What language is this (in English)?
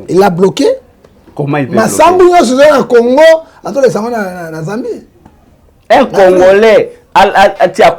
Lingala